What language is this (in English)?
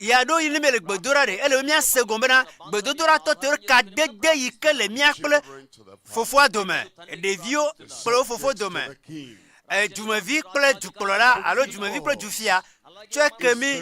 Ewe